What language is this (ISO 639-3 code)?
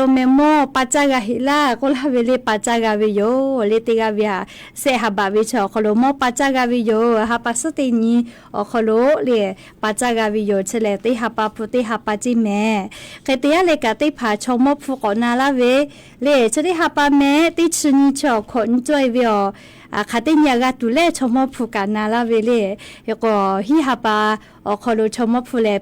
lhu